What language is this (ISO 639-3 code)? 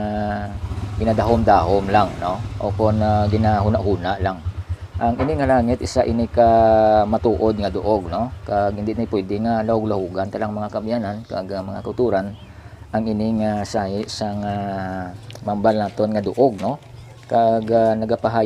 hil